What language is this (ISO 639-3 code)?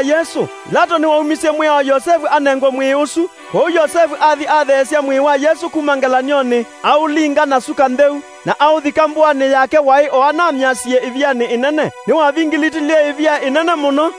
kam